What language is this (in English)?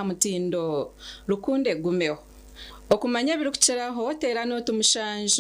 Nyankole